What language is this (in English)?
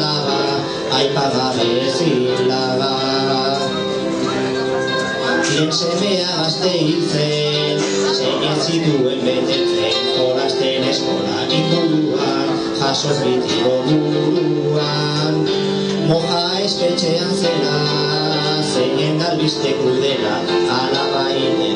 Basque